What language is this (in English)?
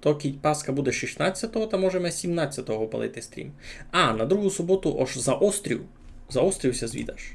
Rusyn